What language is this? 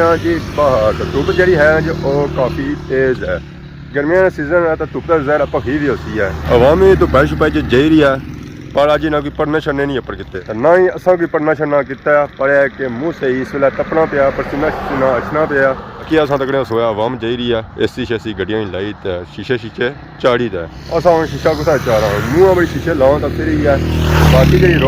Pahari-Potwari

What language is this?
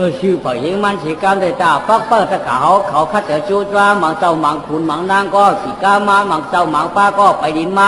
Shan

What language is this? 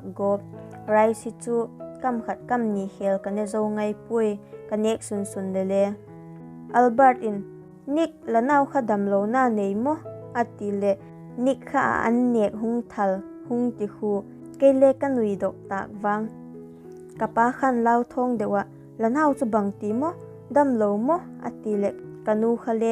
Vaiphei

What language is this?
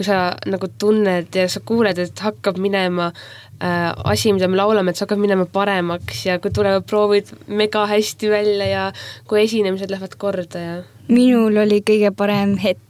Estonian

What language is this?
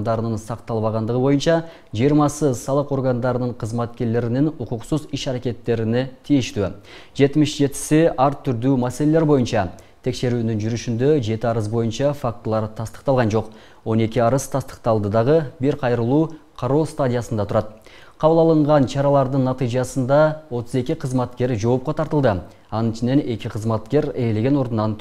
Kyrgyz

